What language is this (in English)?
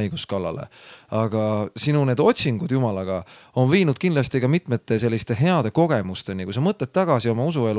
Estonian